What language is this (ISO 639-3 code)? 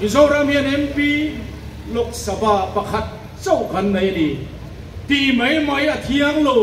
lus